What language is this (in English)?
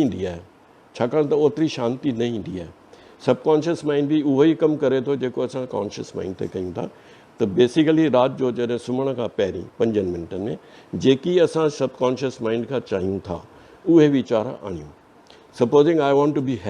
Sindhi